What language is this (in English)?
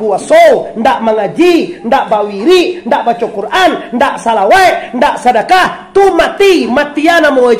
Minangkabau